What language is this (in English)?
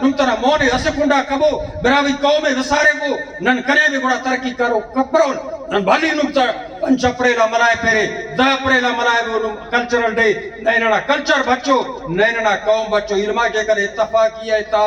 Brahui